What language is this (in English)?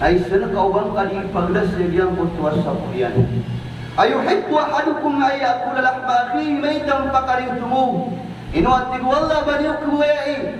Maranao